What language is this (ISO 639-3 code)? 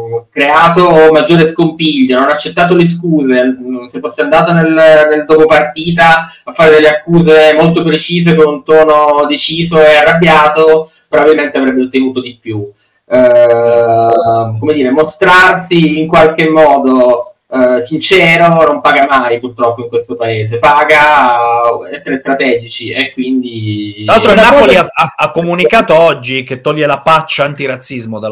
ita